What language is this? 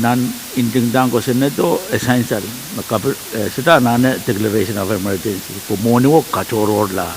Pohnpeian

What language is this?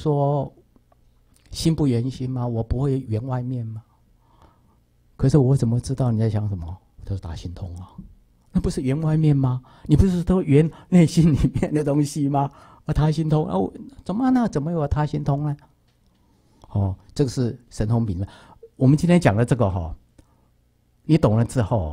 Chinese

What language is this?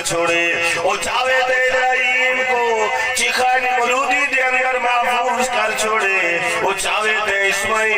Saraiki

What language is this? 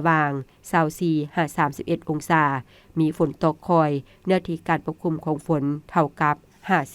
Lao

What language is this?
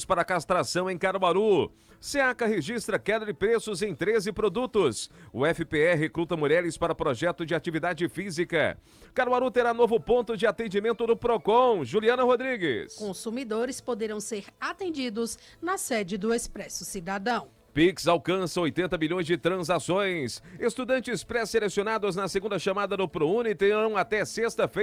Portuguese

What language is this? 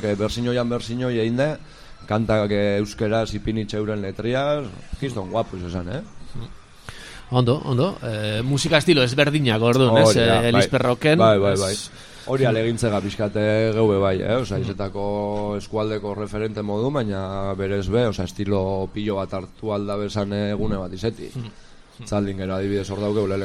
Basque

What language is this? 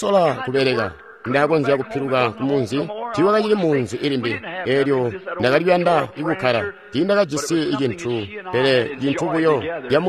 Tonga (Zambia)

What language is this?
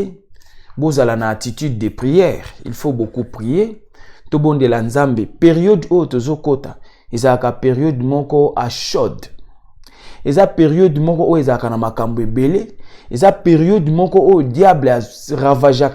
Lingala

